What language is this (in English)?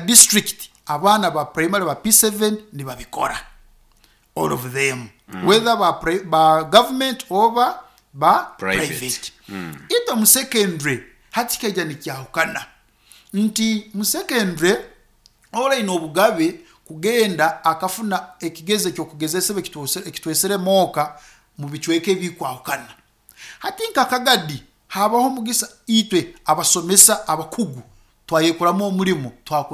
Nyankole